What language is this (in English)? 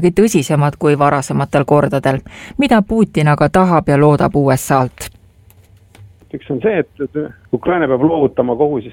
Estonian